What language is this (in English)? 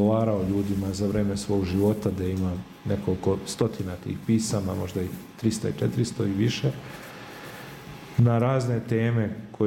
Serbian